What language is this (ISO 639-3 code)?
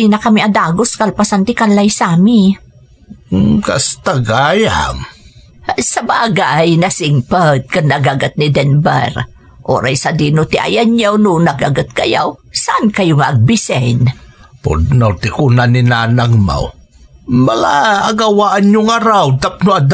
ilo